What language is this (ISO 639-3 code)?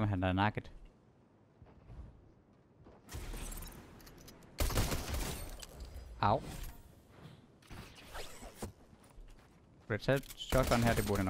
dan